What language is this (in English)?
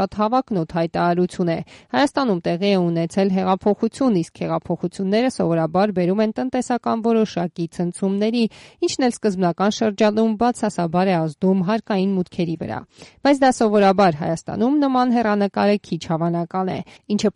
Armenian